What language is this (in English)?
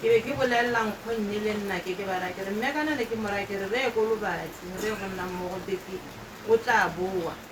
Tswana